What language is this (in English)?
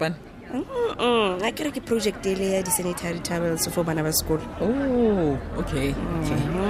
Tswana